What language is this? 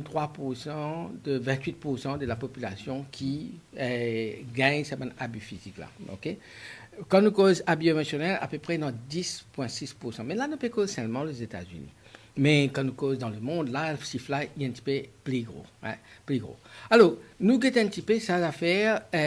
Morisyen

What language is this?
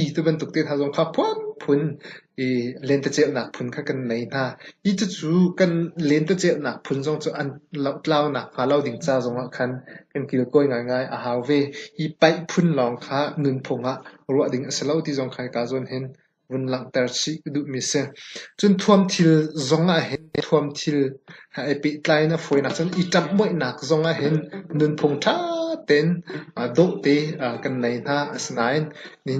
Hakha Chin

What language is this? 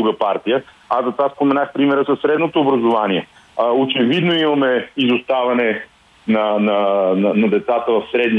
Bulgarian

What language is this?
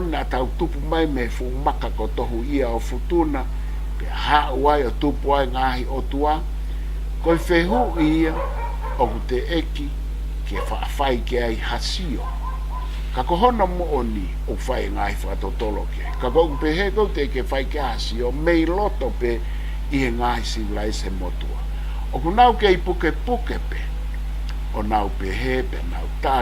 Tongan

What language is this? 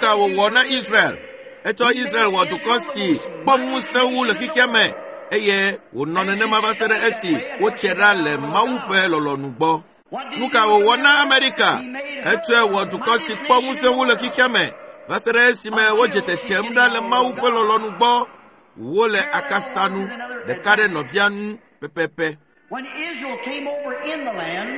Ewe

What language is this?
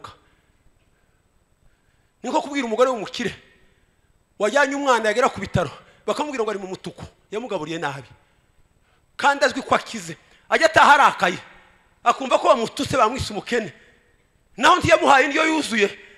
Kinyarwanda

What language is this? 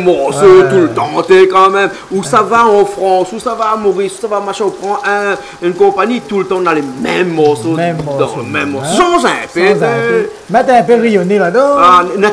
Réunion Creole French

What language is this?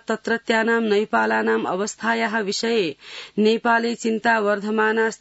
Sanskrit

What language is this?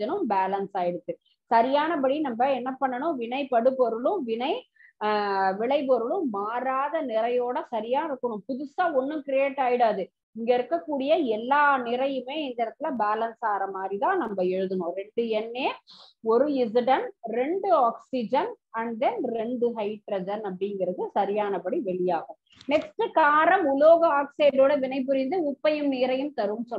Tamil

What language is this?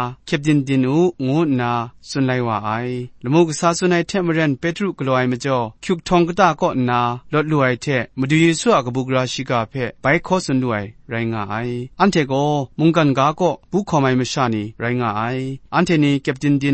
Kachin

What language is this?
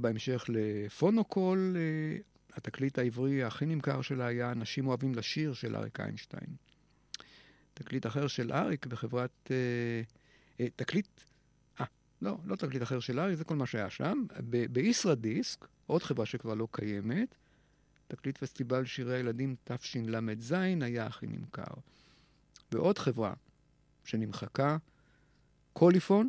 Hebrew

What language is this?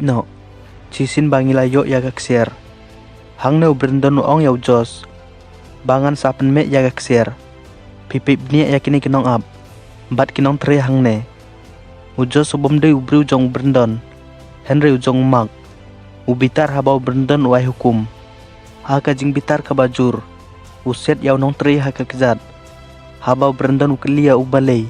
Khasi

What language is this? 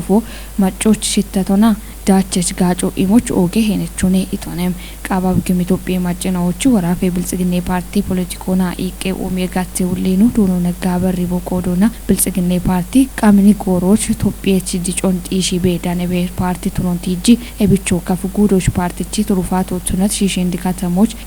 Kafa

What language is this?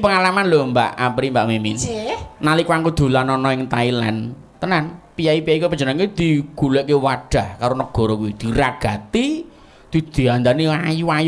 Javanese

